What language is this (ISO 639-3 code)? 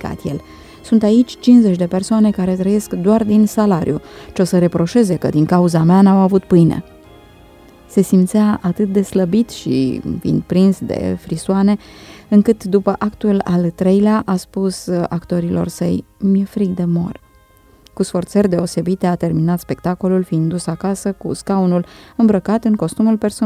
ron